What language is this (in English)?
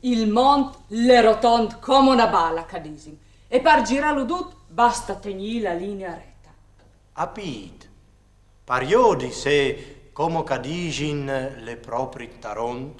Friulian